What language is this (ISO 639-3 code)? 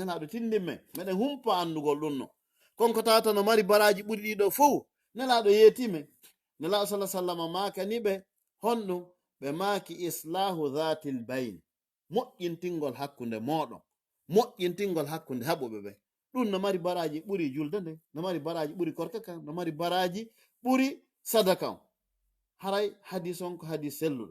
ful